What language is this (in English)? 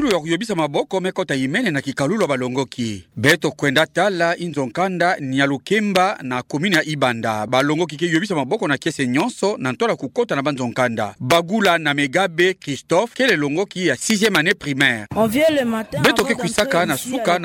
Kituba (Democratic Republic of Congo)